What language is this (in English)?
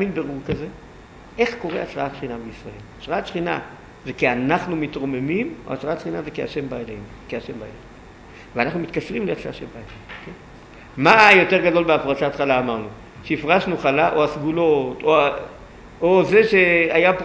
Hebrew